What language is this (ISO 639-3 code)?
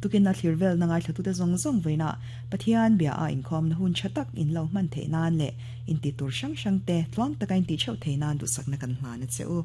lus